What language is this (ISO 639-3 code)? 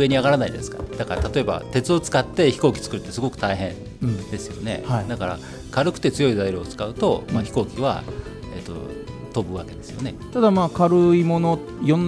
jpn